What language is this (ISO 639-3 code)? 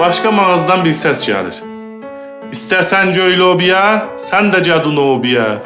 azb